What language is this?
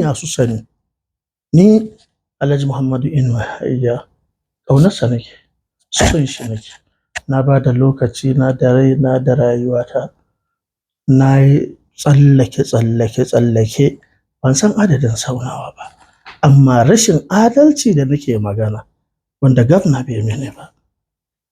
Hausa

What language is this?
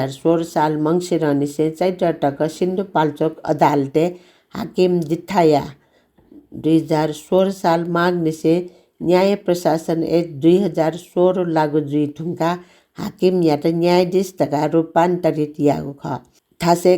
Newari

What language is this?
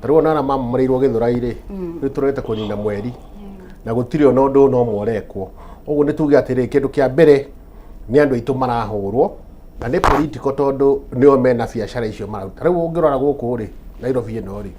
Kikuyu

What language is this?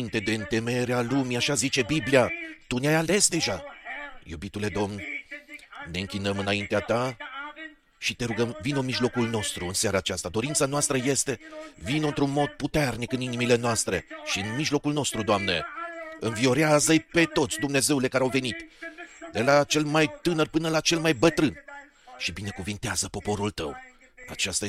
Romanian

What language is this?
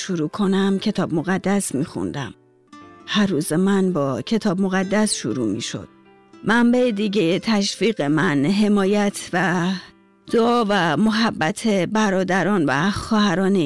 Persian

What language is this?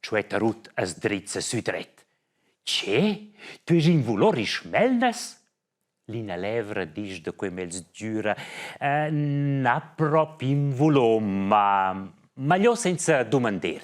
Romansh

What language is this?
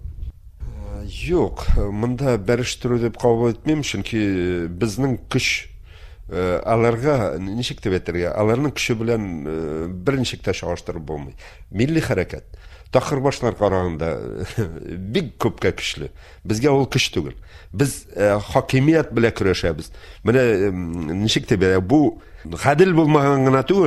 Tatar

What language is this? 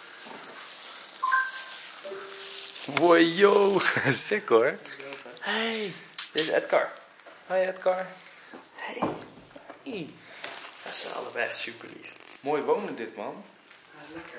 Dutch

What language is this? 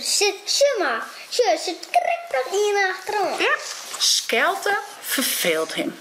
Western Frisian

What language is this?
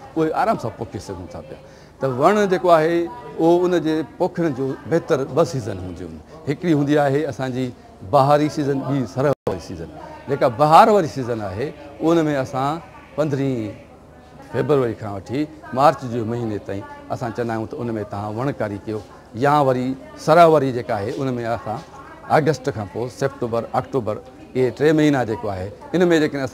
Sindhi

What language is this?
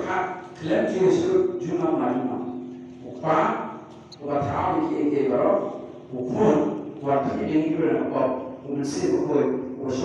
Khasi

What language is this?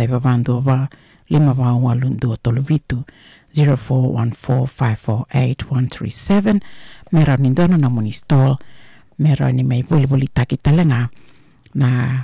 Fijian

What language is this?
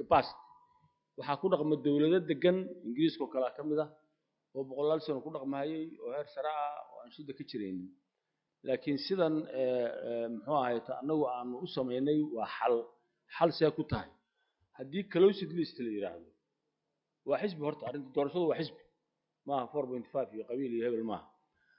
Somali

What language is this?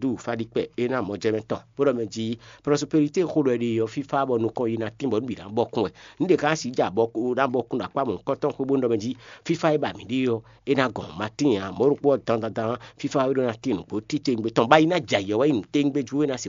Fon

